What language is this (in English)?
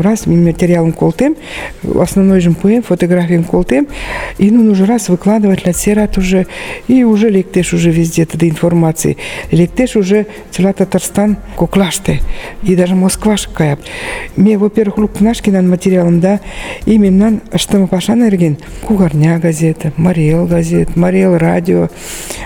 Mari